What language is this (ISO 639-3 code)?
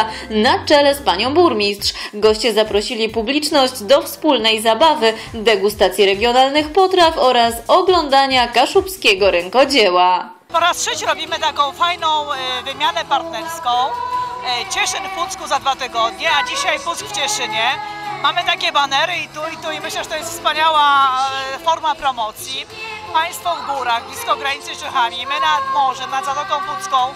pol